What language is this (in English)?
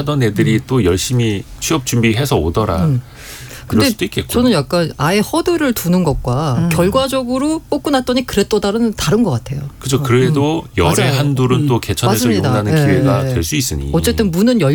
Korean